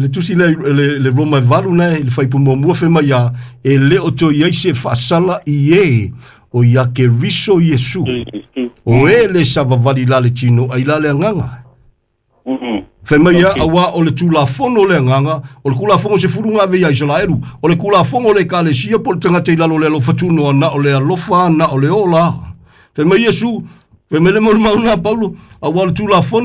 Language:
Samoan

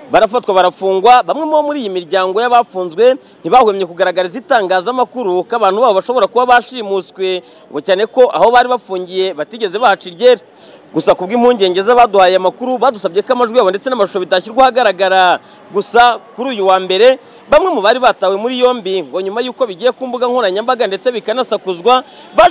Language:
Kinyarwanda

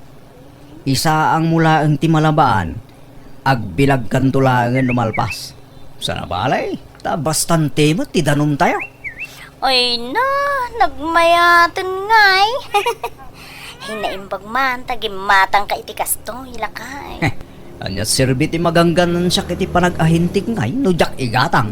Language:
Iloko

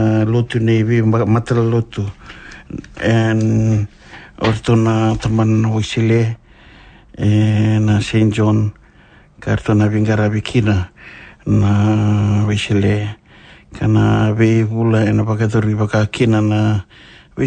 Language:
Fijian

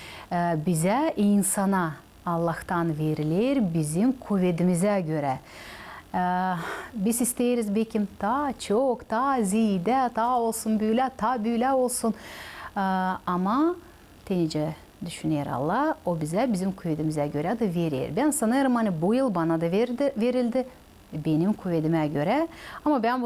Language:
Gagauz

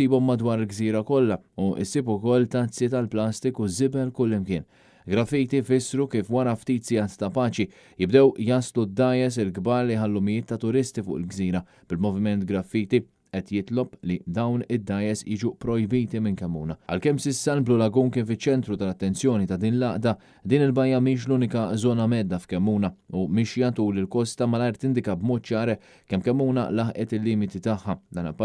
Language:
Maltese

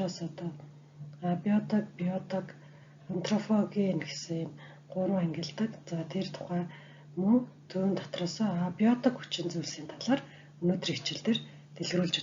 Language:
Mongolian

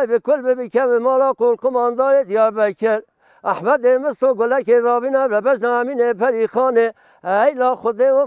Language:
Kurdish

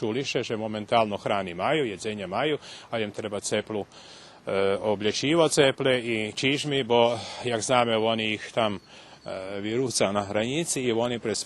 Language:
Rusyn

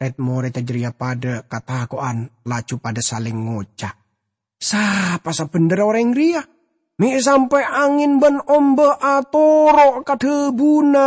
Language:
Madurese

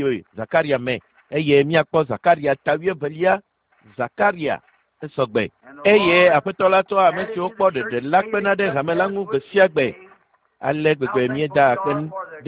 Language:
Ewe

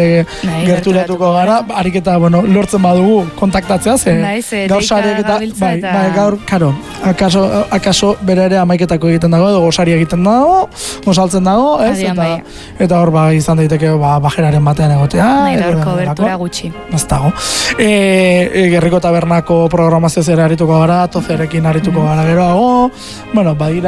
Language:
Basque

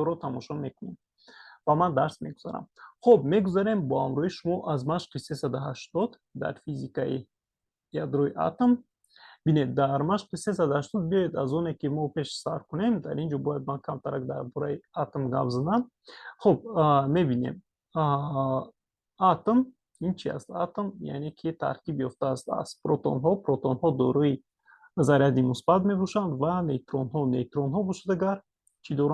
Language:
Tajik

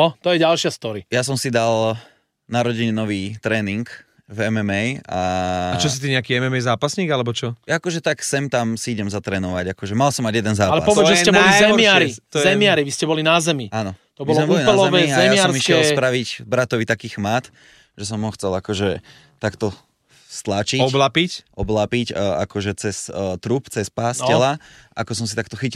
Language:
Slovak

